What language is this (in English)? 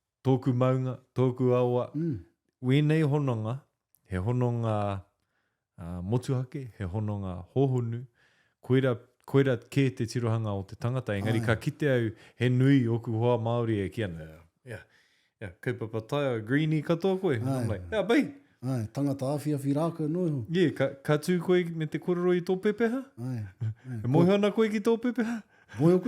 Māori